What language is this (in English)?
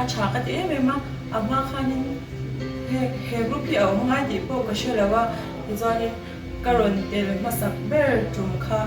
Mizo